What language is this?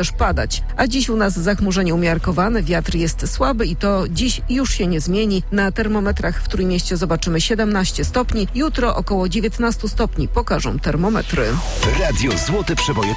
Polish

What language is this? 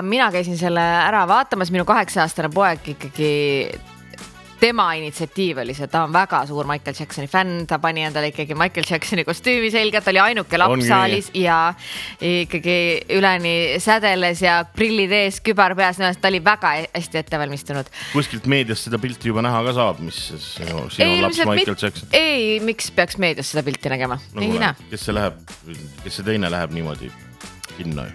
Estonian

